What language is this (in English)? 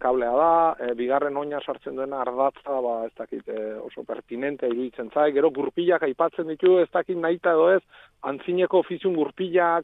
Basque